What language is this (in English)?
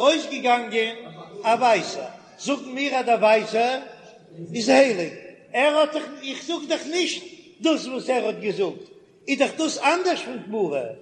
Yiddish